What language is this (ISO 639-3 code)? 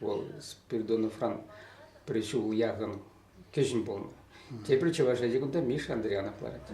chv